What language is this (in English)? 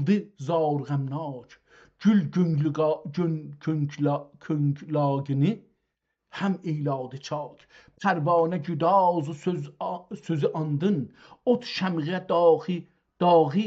South Azerbaijani